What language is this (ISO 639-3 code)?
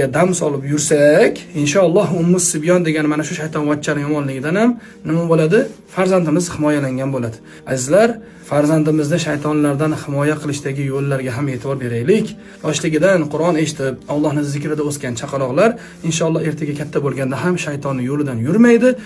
uzb